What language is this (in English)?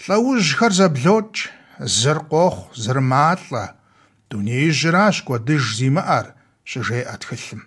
Kabardian